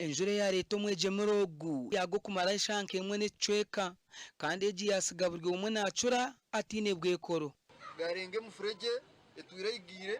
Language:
Nyankole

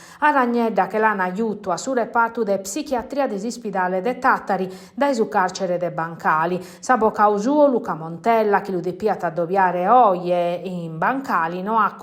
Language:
Sardinian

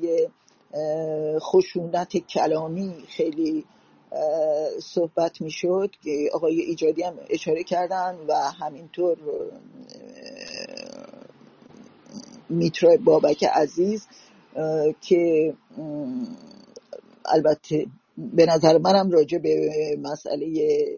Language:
Persian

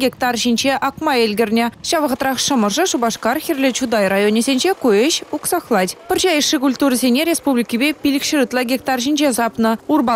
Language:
Chuvash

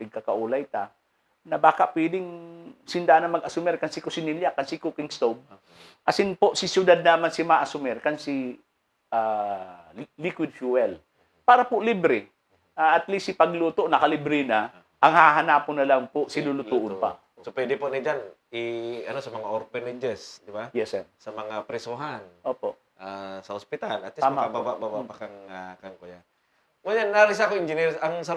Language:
Bikol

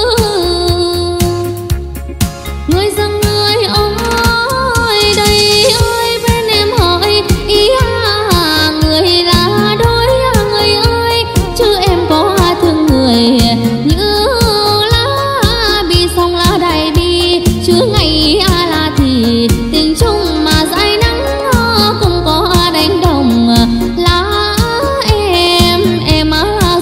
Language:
Vietnamese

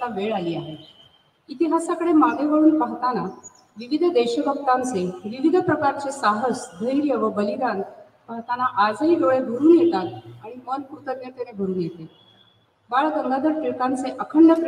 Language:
Marathi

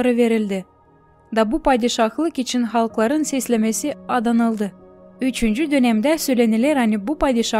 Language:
Gagauz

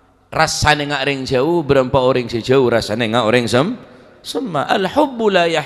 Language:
Madurese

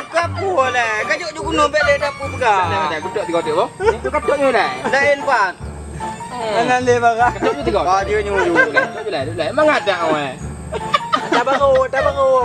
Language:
Achinese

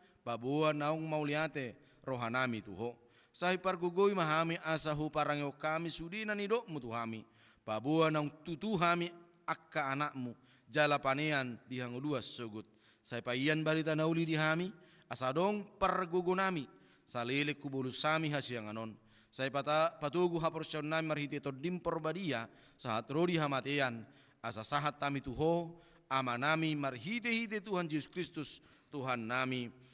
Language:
Batak Toba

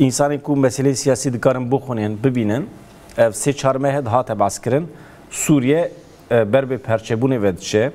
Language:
Kurdish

